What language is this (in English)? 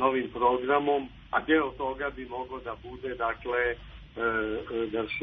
Serbian